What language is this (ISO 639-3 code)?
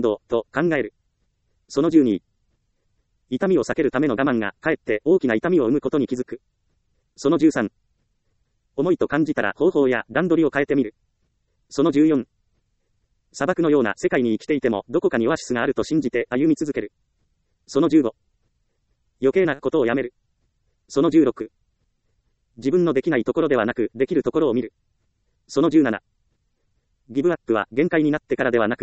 jpn